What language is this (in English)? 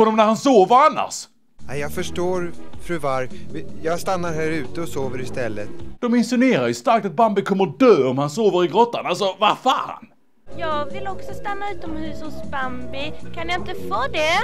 Swedish